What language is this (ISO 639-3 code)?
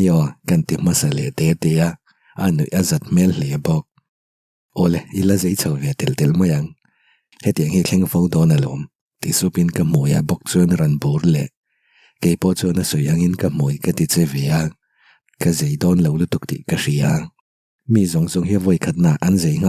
lus